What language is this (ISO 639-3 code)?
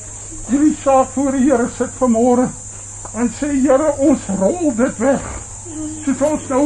afr